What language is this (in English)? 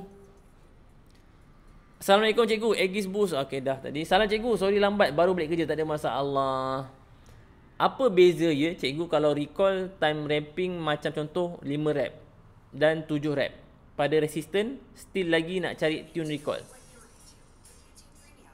Malay